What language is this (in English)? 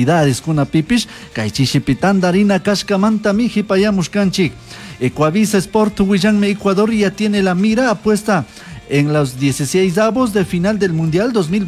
Chimborazo Highland Quichua